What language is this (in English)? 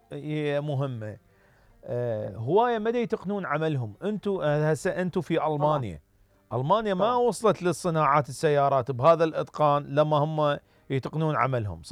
Mesopotamian Arabic